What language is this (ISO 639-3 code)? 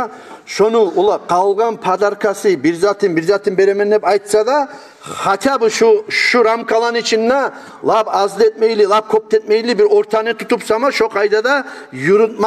kum